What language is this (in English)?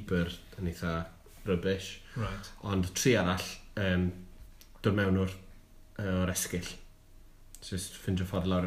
Welsh